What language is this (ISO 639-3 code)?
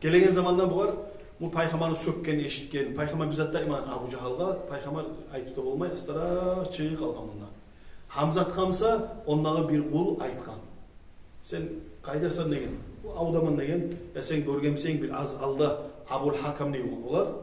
kum